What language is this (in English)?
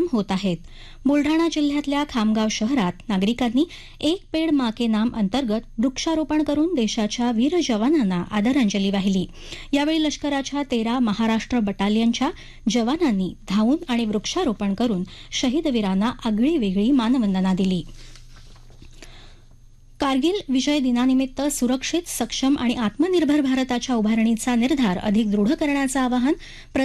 Marathi